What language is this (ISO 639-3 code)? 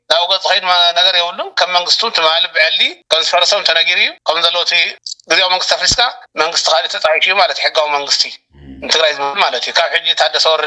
tir